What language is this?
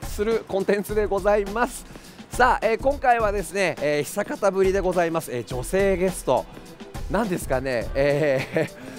Japanese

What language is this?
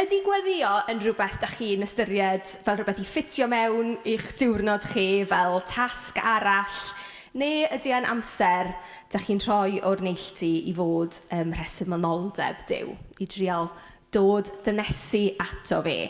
Welsh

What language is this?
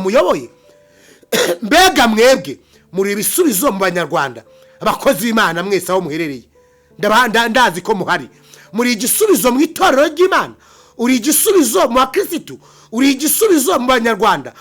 Kinyarwanda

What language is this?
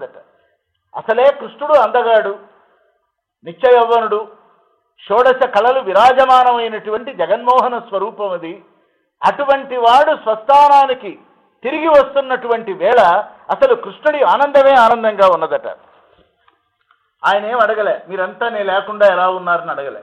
Telugu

